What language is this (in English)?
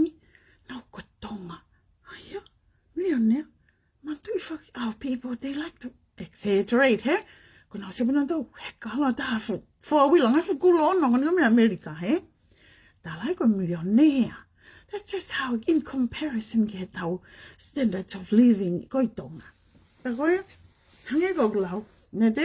Tongan